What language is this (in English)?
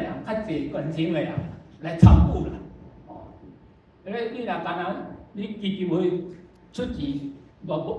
Min Nan Chinese